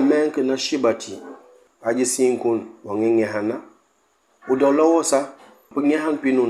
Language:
Mankanya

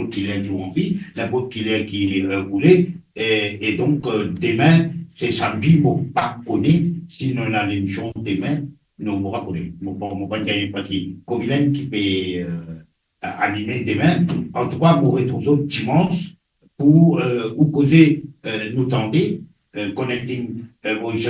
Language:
Morisyen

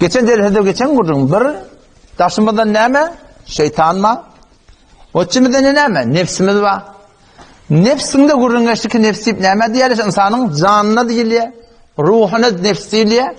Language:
Turkmen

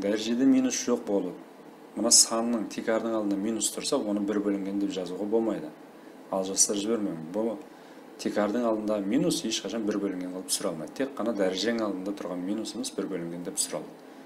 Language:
Kara-Kalpak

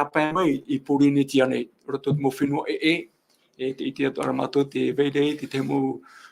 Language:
Tahitian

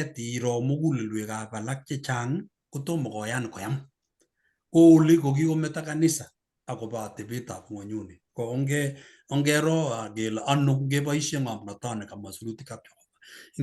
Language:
Kalenjin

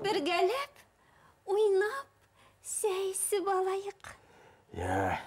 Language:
Bashkir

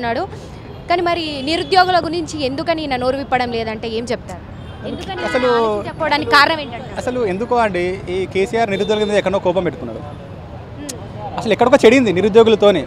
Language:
Telugu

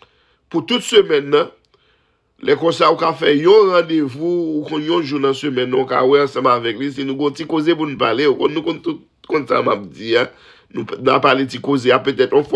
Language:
Haitian Creole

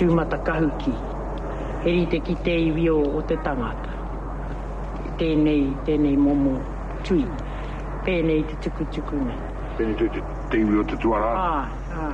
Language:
Māori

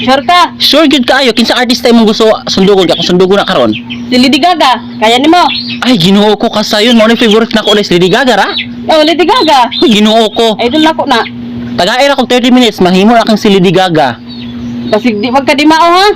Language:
Cebuano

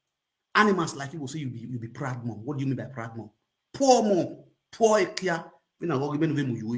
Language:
Nigerian Pidgin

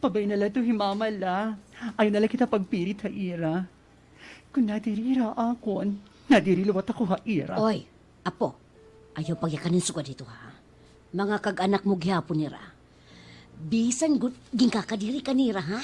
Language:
Waray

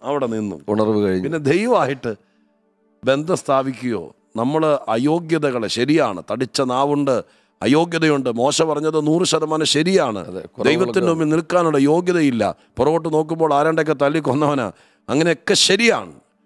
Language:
Malayalam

